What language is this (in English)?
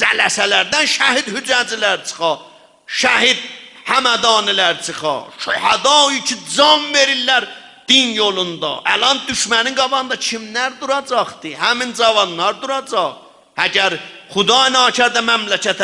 South Azerbaijani